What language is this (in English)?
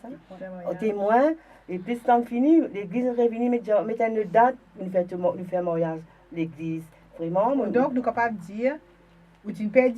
Morisyen